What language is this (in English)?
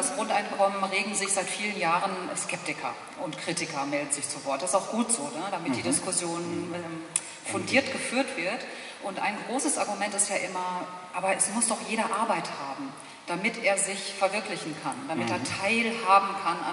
German